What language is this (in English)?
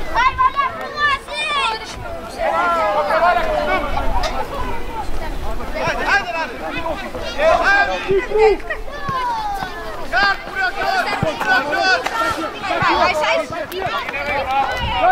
Romanian